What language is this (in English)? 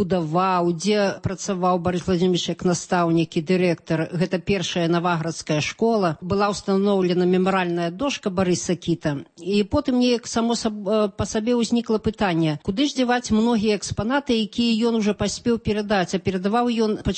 Belarusian